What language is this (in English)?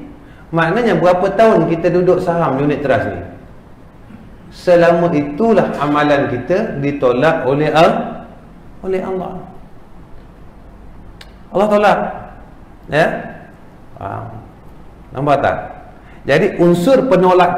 Malay